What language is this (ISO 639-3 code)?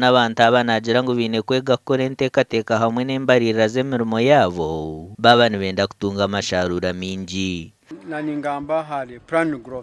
nyn